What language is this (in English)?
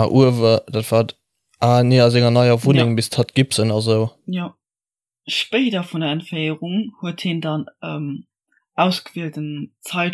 Luxembourgish